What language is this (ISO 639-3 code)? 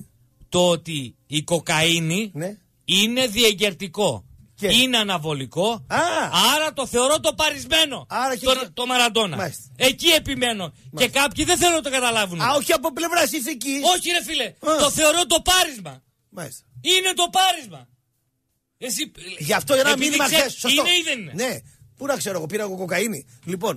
ell